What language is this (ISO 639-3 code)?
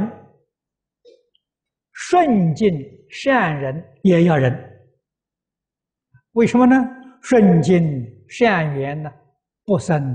zho